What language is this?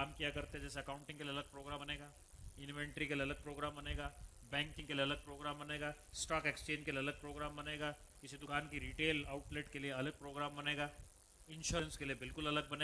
Hindi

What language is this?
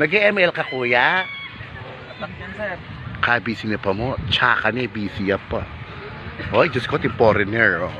Pampanga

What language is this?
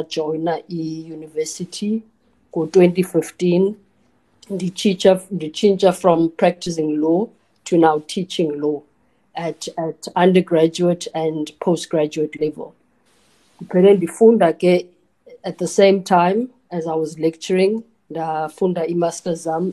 Xhosa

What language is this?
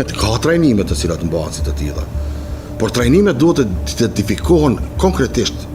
Albanian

